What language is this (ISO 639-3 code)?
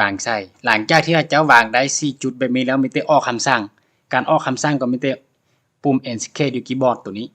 lao